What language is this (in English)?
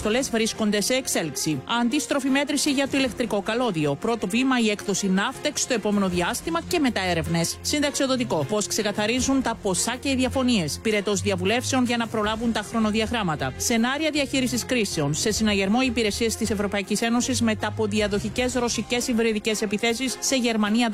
Greek